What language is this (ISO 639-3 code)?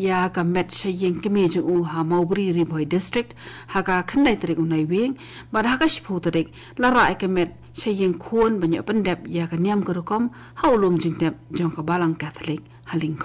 kha